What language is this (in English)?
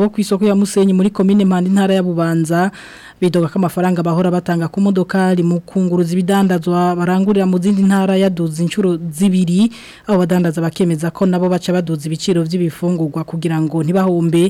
Rundi